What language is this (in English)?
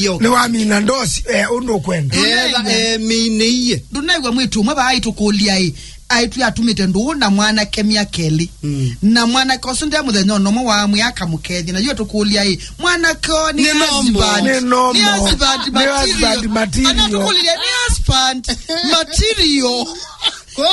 Kamba